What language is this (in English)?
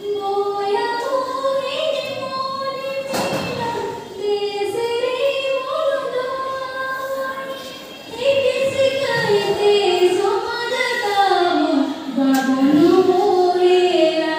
Santali